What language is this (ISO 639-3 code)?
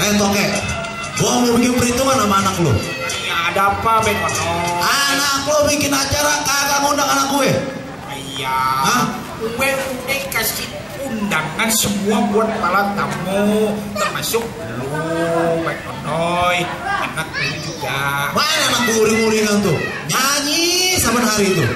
bew